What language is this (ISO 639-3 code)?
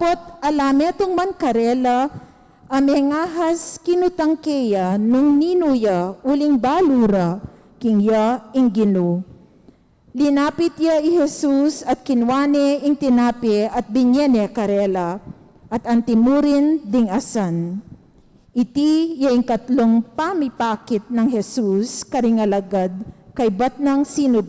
pam